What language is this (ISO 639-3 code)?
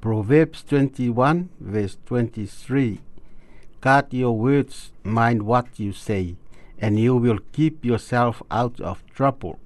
smo